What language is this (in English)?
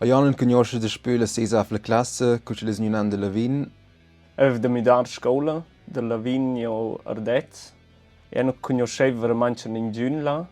Romansh